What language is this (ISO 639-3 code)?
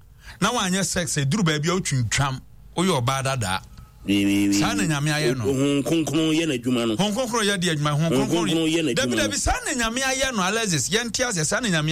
aka